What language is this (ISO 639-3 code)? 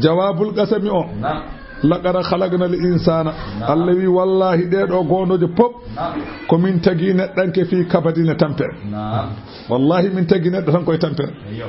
ful